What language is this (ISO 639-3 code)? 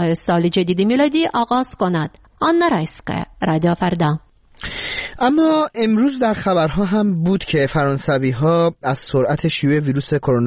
fas